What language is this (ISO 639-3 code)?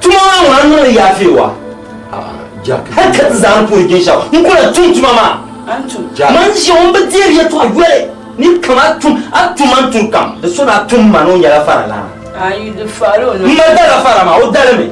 dag